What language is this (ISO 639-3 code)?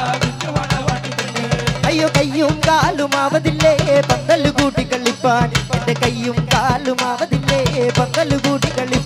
mal